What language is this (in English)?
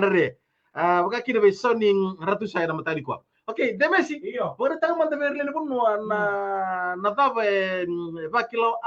Fijian